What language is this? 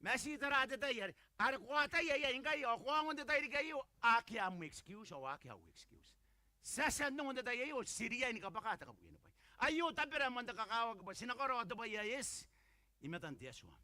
Gilbertese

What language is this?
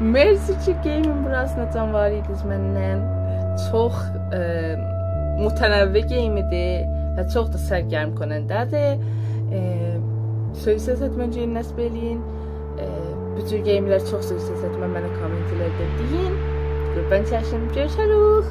South Azerbaijani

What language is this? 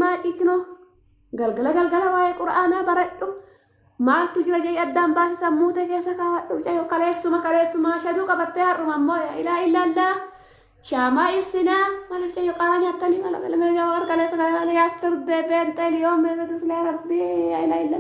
Oromo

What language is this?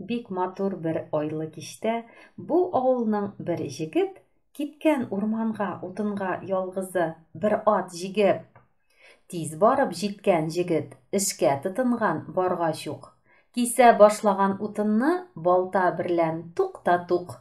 Tatar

